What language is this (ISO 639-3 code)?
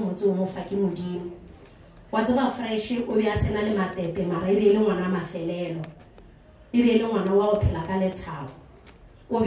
nso